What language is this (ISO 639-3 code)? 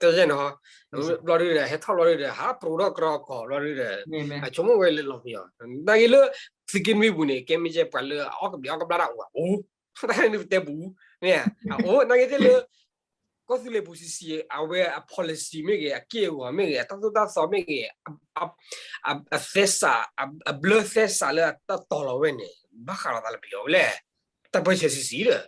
ksw